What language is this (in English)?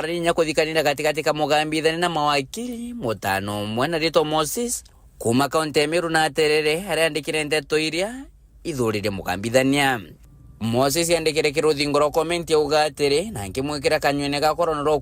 Meru